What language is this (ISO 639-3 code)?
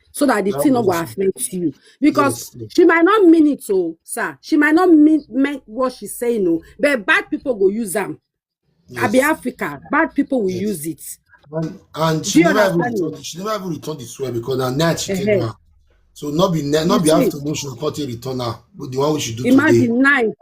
pcm